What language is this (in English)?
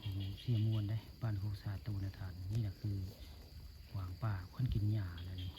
Northeastern Thai